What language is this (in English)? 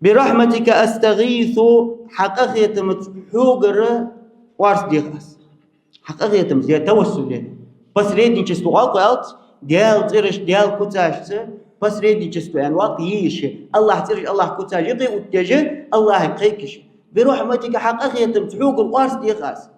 Ingush